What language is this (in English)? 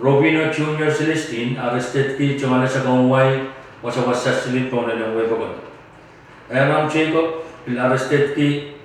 Pohnpeian